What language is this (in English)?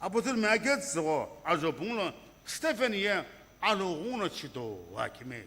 Sumi Naga